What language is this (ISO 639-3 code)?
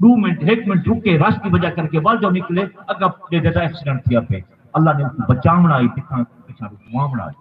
skr